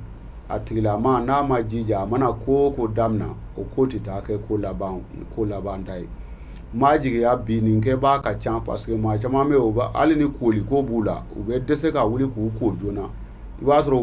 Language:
Bambara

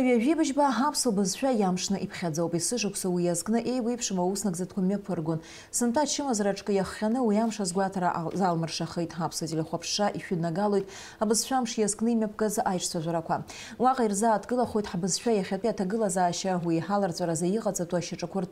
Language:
Abkhazian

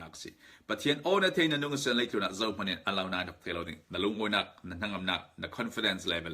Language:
Falam Chin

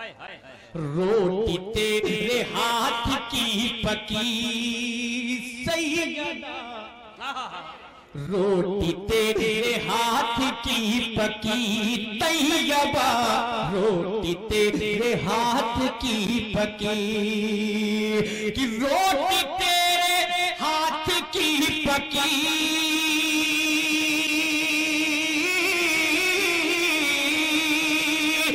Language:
Hindi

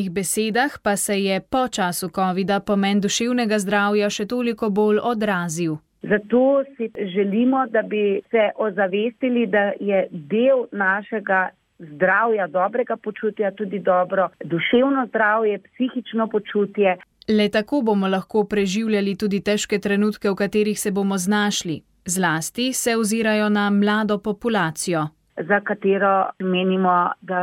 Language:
Slovenian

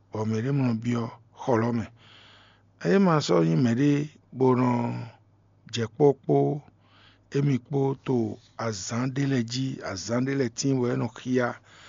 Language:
Fon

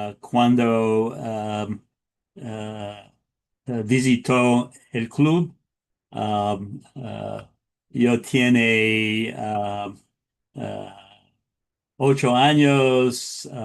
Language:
Ladino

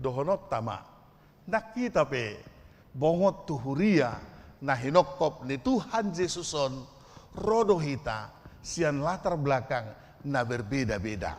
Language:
Batak Toba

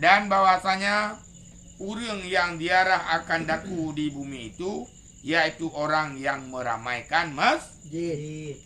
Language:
Achinese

